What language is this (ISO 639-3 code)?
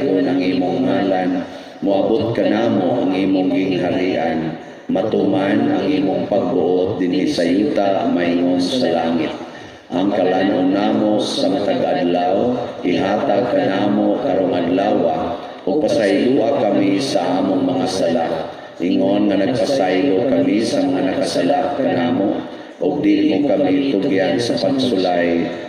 ceb